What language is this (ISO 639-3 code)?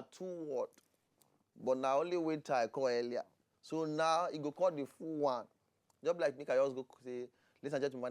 pcm